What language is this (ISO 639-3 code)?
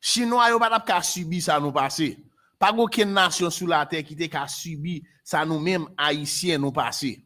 hat